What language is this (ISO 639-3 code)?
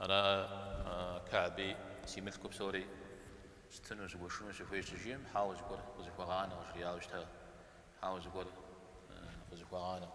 kbd